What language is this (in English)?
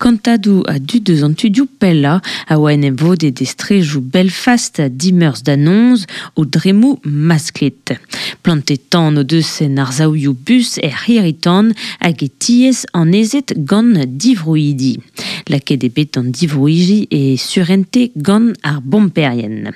Breton